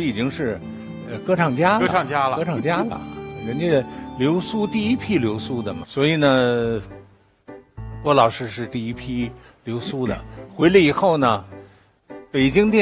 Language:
Chinese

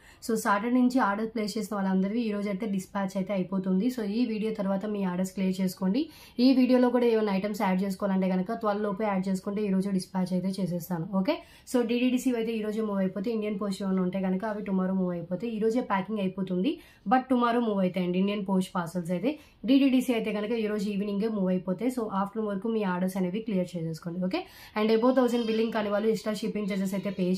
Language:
Telugu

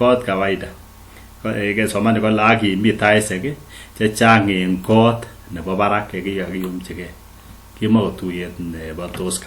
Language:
Kalenjin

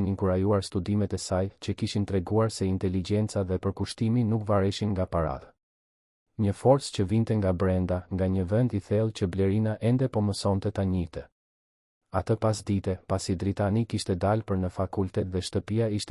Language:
Albanian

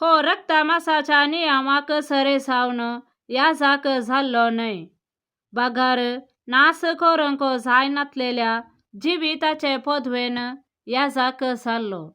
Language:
Konkani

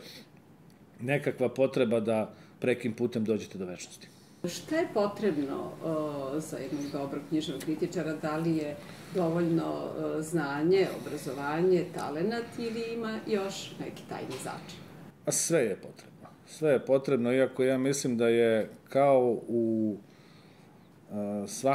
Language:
Serbian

